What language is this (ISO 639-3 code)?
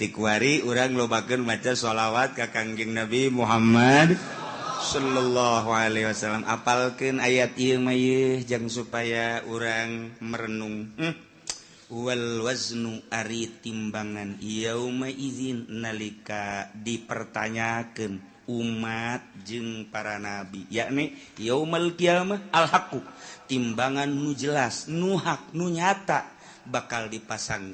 sun